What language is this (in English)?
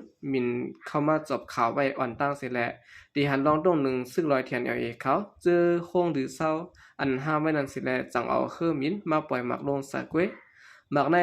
Shan